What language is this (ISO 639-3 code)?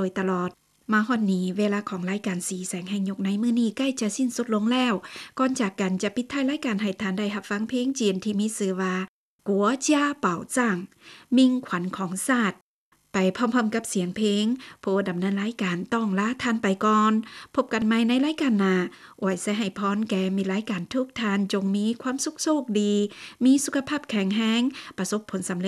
lao